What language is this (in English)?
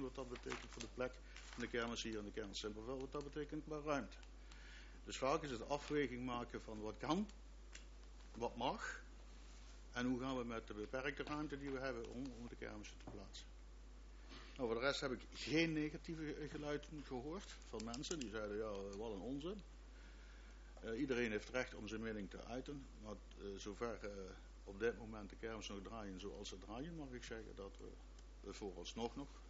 Dutch